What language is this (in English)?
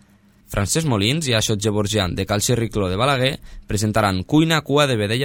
Catalan